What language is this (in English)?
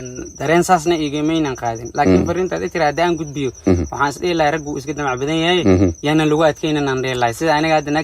Somali